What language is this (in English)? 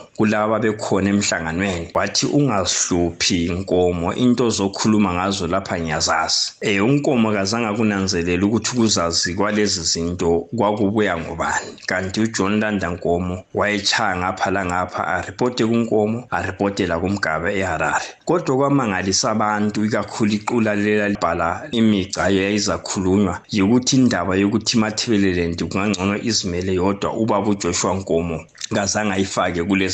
North Ndebele